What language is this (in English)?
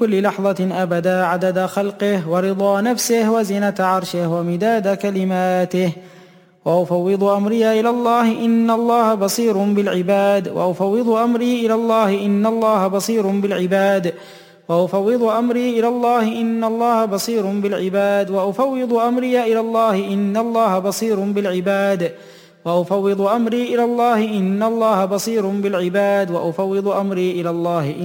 Arabic